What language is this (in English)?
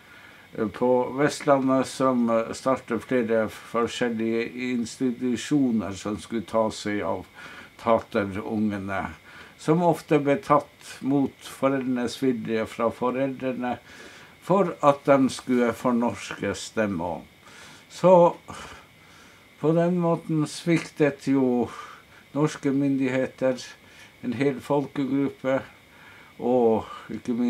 Norwegian